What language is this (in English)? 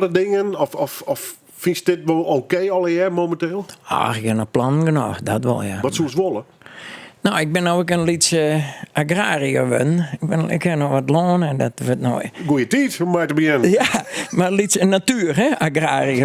Western Frisian